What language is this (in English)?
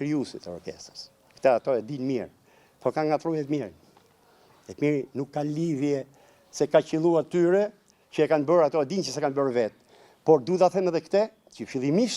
Albanian